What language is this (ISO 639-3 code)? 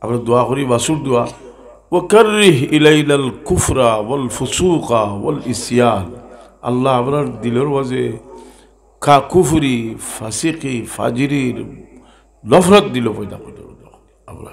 syl